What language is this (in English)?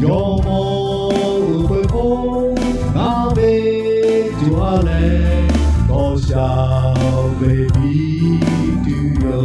Lahu